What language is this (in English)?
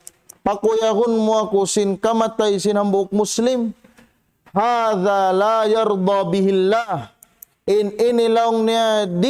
Tausug